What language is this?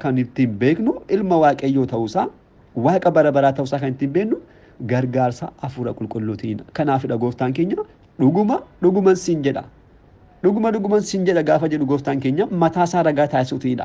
Oromo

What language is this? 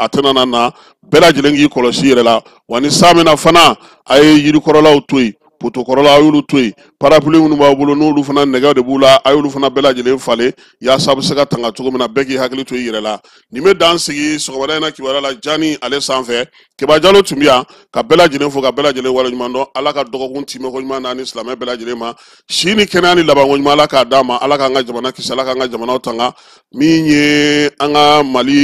Bambara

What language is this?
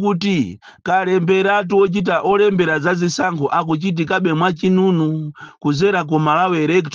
Nyanja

